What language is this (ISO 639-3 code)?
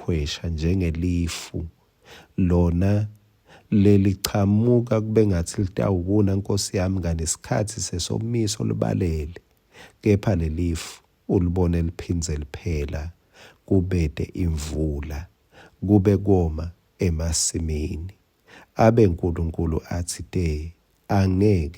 ssw